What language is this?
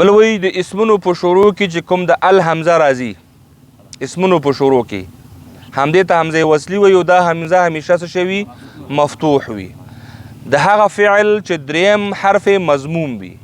Pashto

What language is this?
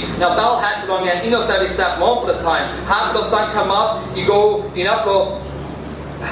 Tok Pisin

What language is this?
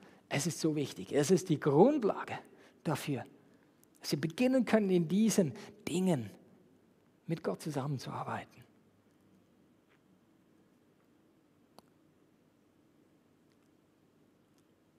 German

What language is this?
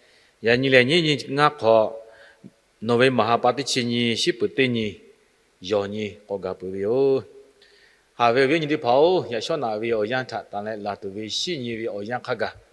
Lahu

